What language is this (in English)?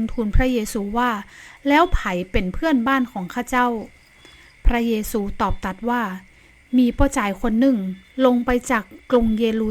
Northern Thai